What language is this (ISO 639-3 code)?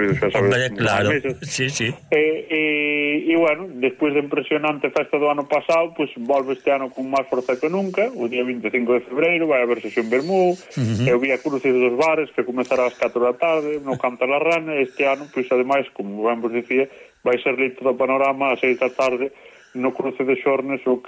glg